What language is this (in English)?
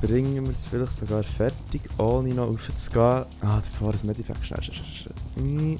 Swiss German